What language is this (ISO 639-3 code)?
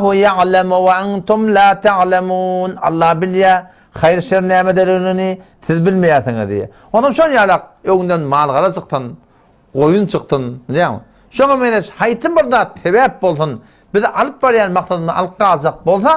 tuk